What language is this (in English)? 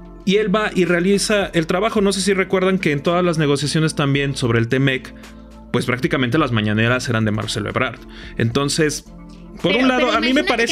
Spanish